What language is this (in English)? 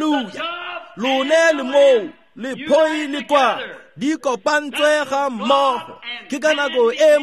Tswana